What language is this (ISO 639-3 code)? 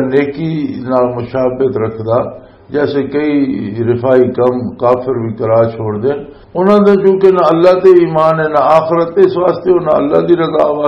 lah